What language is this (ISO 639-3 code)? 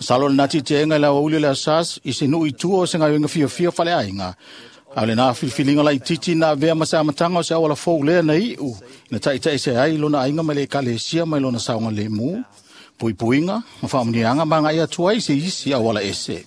smo